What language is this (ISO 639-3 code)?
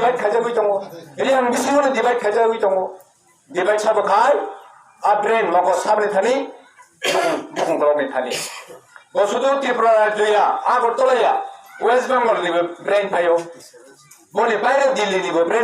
trp